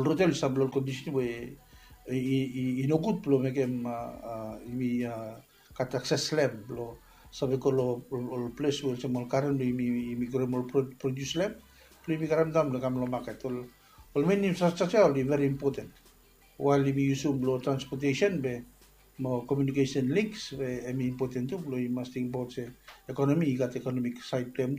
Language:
Bislama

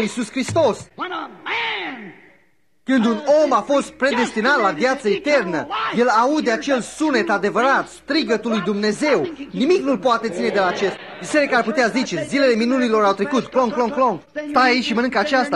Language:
Romanian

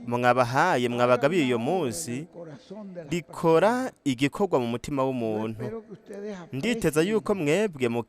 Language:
Rundi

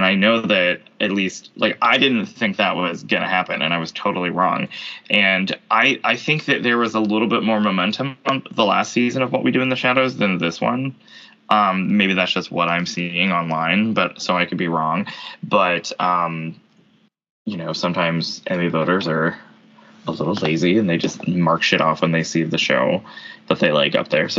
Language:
English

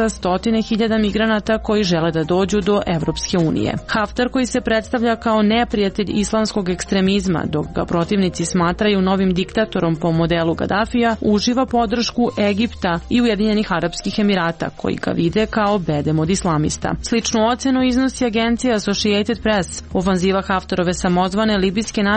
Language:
Serbian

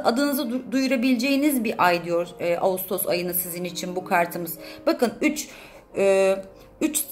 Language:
Turkish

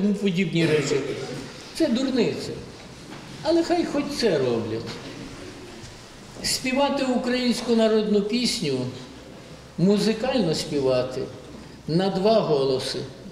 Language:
Ukrainian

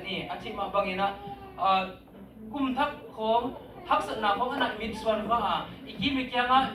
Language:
Tedim Chin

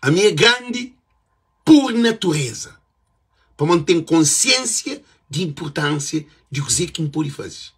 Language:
Kabuverdianu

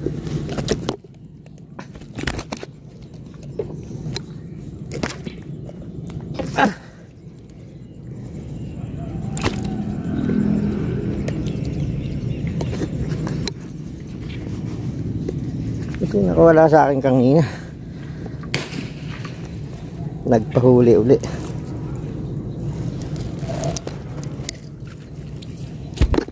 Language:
Filipino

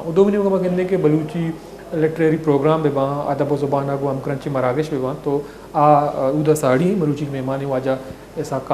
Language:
Baluchi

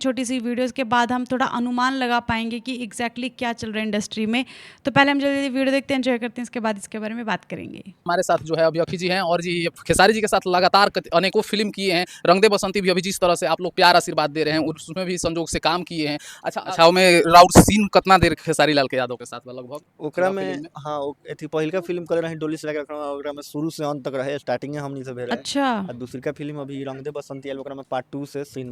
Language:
Bhojpuri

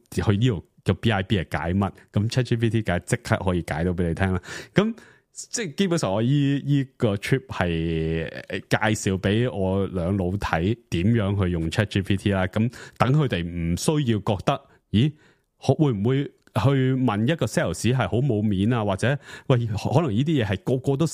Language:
Cantonese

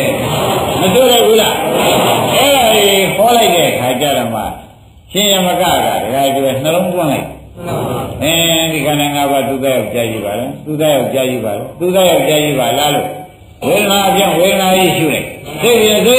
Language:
Burmese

